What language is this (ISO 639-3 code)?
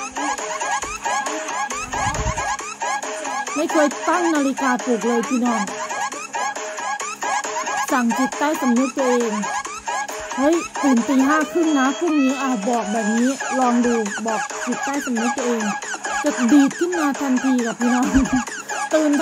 tha